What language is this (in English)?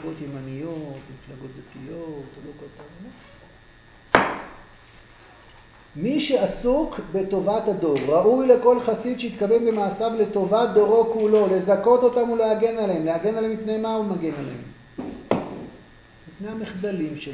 Hebrew